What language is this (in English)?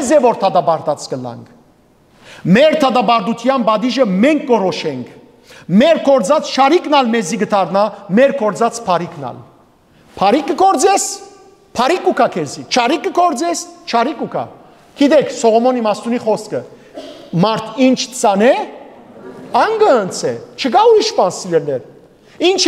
Western Armenian